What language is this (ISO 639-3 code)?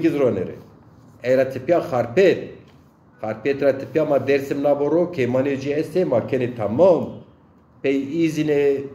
zza